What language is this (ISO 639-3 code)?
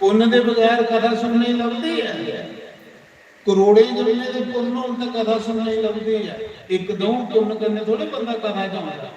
doi